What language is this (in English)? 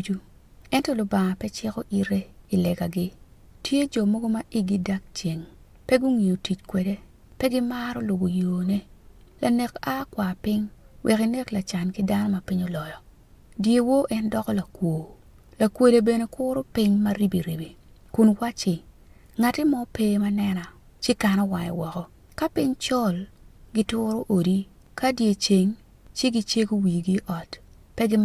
Acoli